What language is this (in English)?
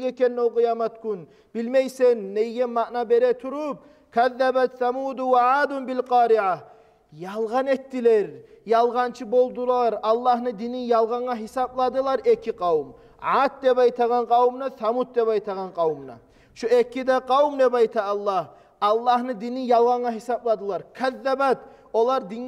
Kumyk